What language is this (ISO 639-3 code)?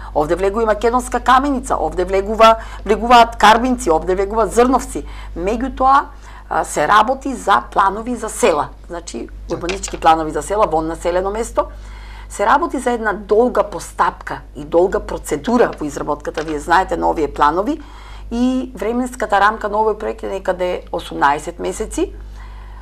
mkd